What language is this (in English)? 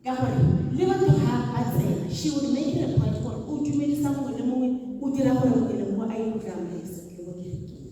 Tswana